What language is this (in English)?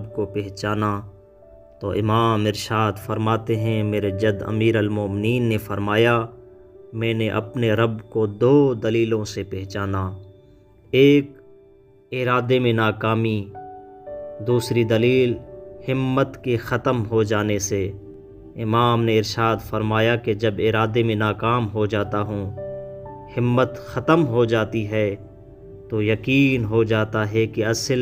Urdu